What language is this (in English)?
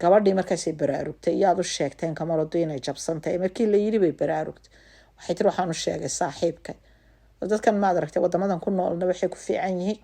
Somali